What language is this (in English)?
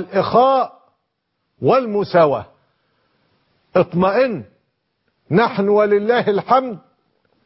Arabic